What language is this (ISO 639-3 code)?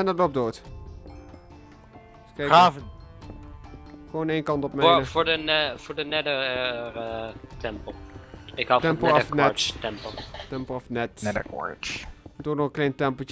nld